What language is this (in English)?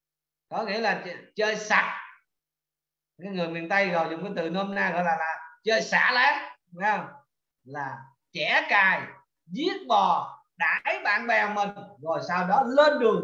Vietnamese